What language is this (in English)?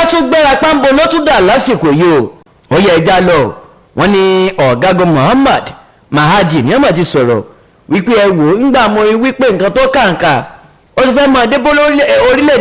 Yoruba